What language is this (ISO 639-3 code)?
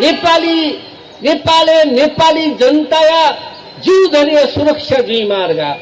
new